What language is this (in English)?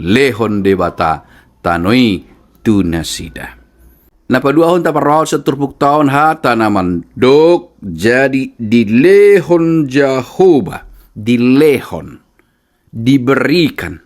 Batak Toba